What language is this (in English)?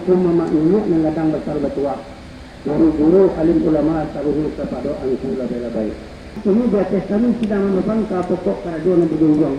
Minangkabau